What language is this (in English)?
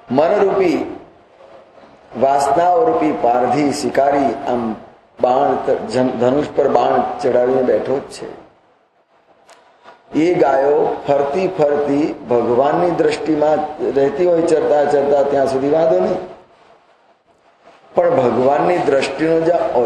Gujarati